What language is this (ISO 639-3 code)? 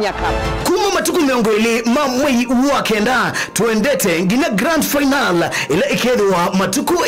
kam